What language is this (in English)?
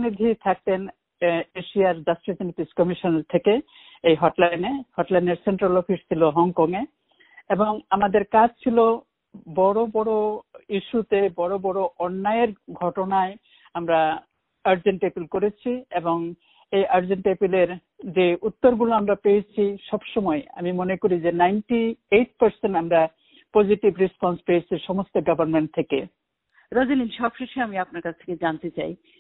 Bangla